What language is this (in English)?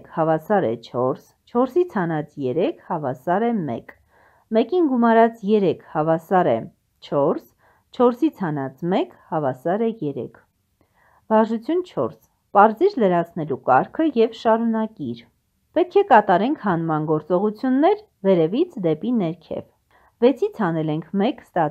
Armenian